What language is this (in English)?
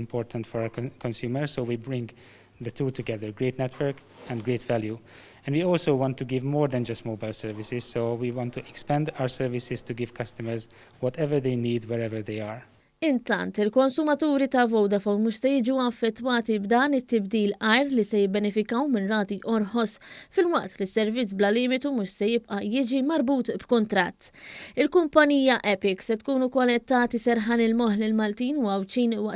Maltese